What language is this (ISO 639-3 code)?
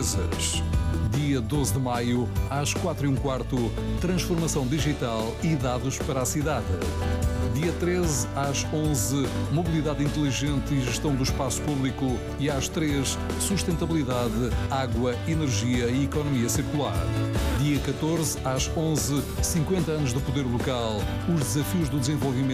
por